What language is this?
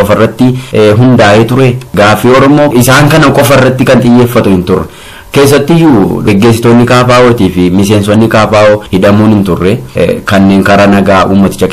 Oromo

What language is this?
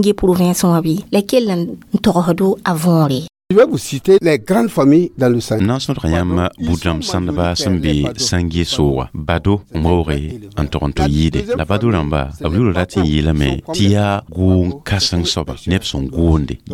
Mossi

